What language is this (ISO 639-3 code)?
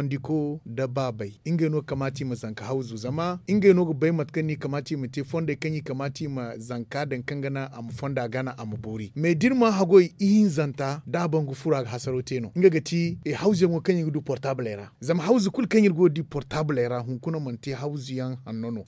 dje